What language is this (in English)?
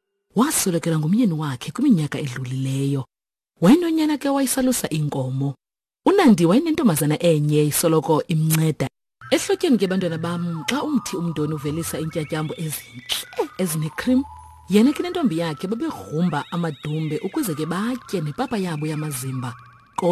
Xhosa